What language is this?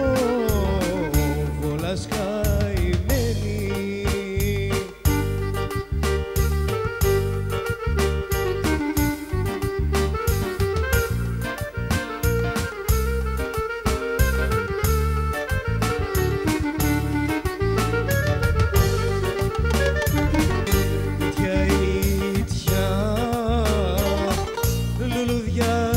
Greek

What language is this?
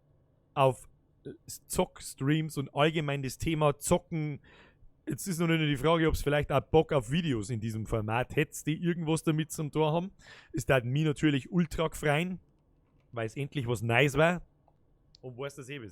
Bavarian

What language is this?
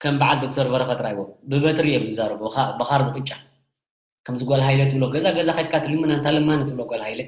Tigrinya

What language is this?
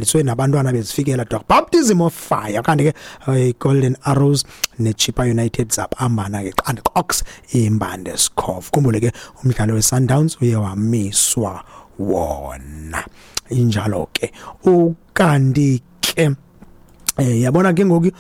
Xhosa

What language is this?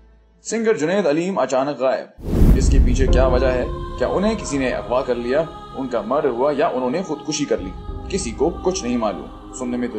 Hindi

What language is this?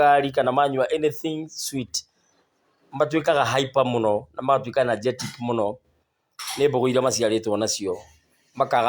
Kikuyu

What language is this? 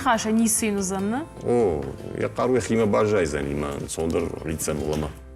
Ossetic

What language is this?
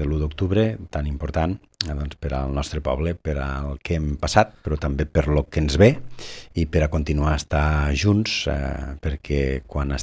Catalan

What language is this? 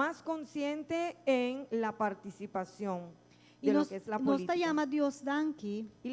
Papiamento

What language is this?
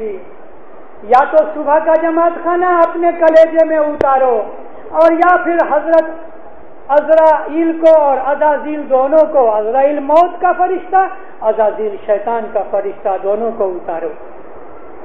Urdu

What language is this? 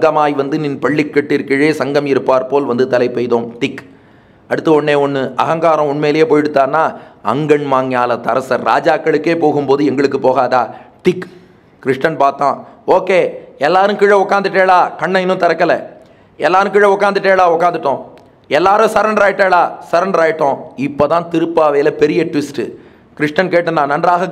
Tamil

